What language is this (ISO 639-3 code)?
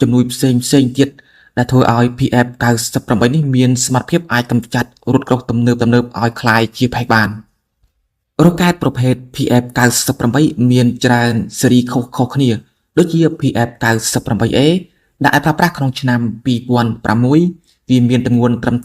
khm